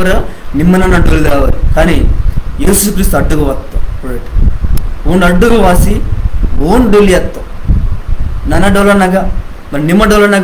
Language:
Koya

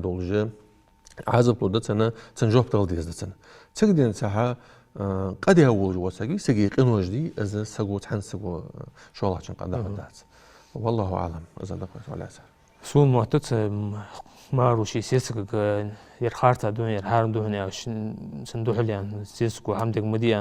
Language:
Ingush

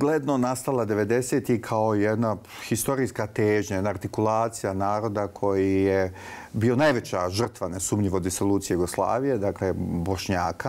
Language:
Bosnian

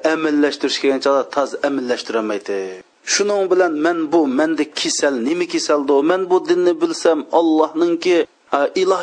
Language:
Uyghur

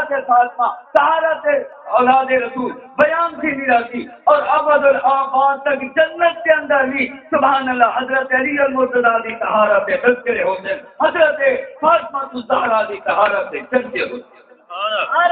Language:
Saraiki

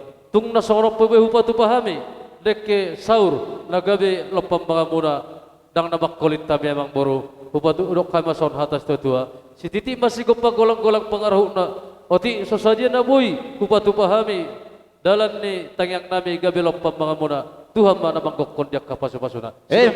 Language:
Batak Toba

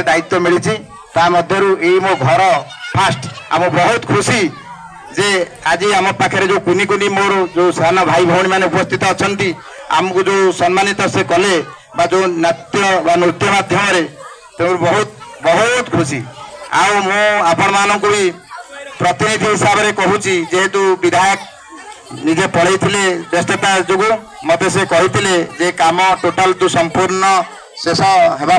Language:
Odia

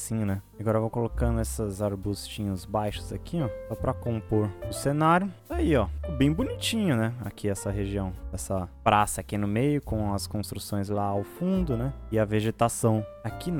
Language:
Portuguese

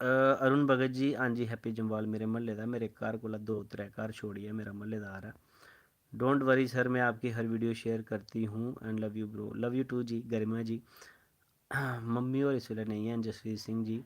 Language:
Dogri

